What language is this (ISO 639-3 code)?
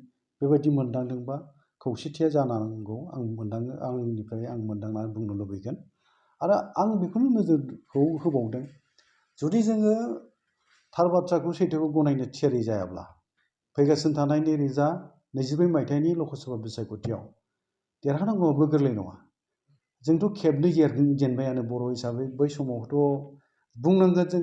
brx